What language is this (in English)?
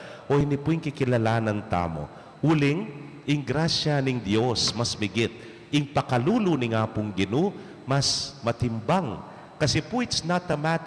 Pampanga